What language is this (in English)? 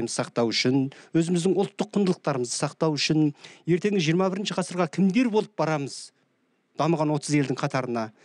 Kazakh